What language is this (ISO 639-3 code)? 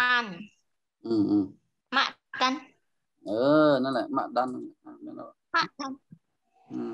shn